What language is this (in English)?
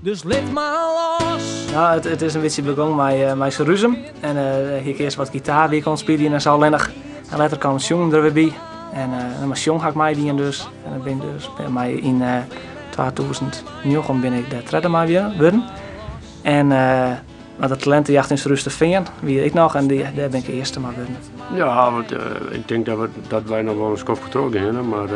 Western Frisian